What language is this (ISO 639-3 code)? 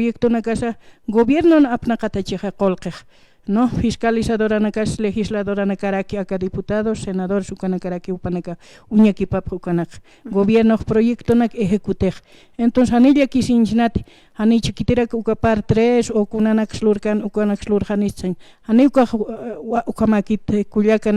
aym